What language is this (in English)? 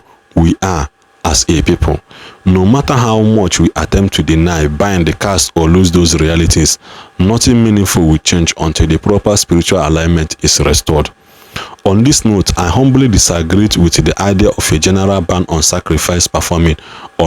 Igbo